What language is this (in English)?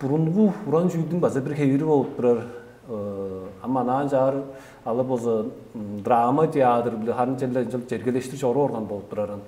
Tuvinian